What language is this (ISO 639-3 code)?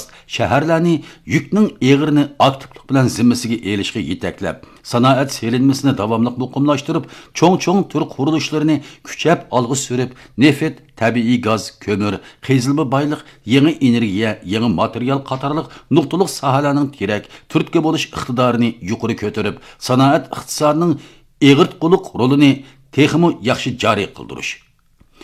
uig